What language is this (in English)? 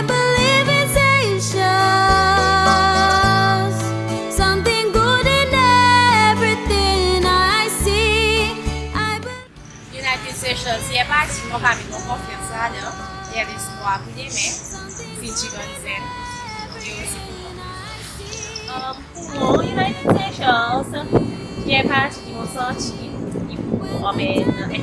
Seselwa Creole French